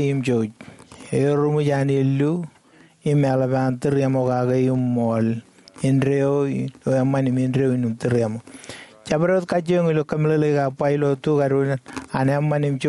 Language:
Marshallese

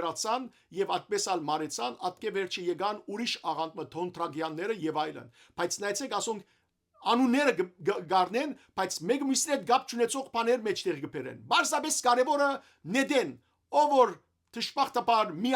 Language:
Western Armenian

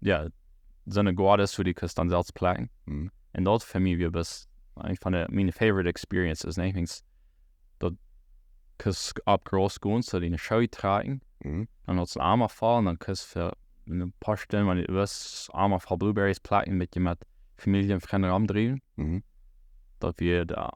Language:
Plautdietsch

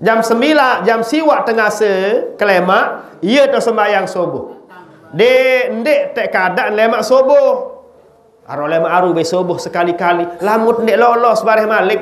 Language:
Sasak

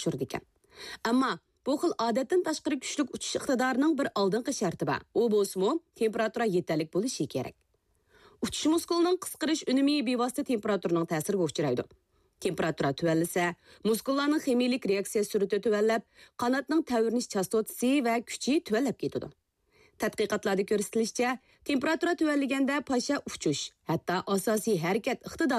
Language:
Uyghur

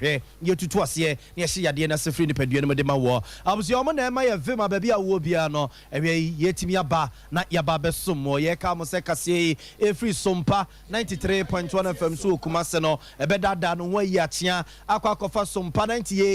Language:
Akan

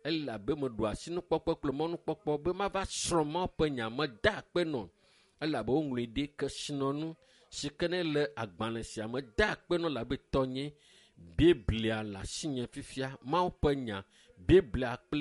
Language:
Ewe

